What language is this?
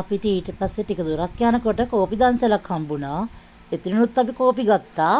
Sinhala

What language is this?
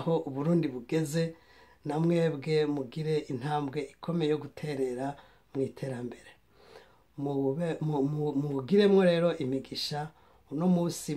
Rundi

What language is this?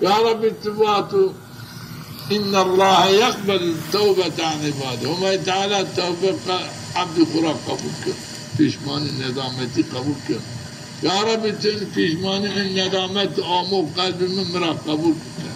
Zaza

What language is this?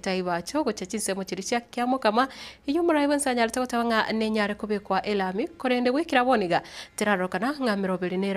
Gusii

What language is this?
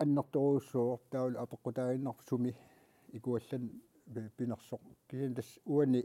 Kalaallisut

